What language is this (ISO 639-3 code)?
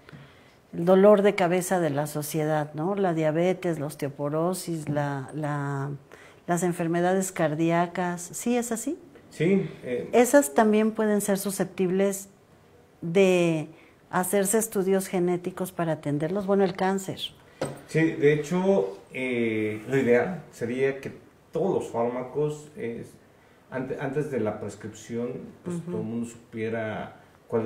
spa